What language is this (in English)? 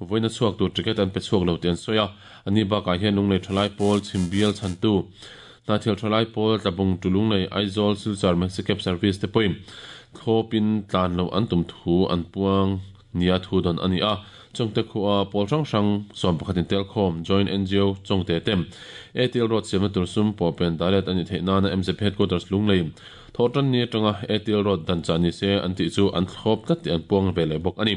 Mizo